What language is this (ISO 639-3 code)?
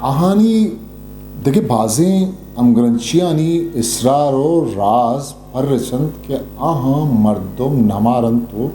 bgp